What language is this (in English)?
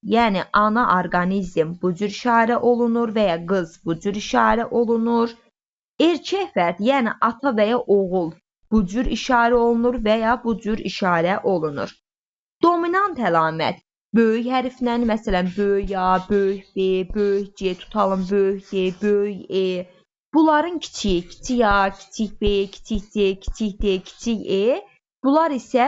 Azerbaijani